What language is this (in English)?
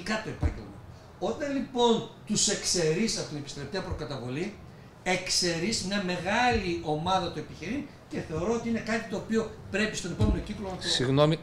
Greek